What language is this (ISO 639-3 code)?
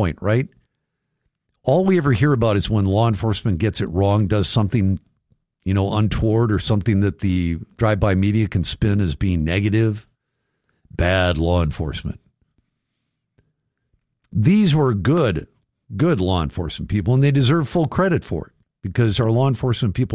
eng